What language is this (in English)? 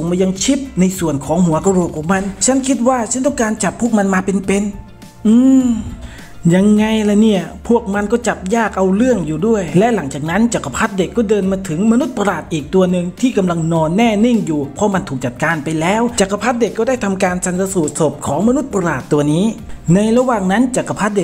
Thai